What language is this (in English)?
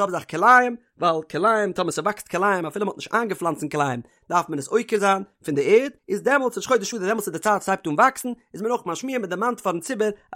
Yiddish